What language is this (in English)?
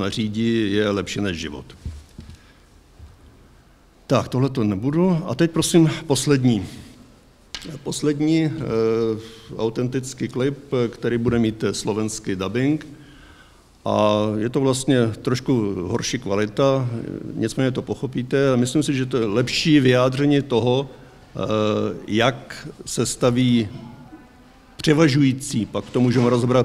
Czech